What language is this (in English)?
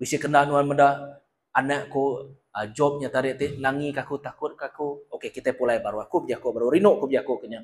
Iban